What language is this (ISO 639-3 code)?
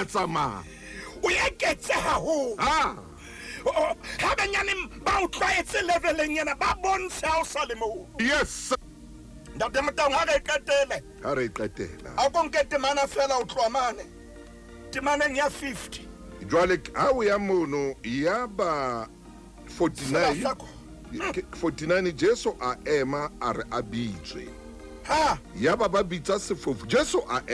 sot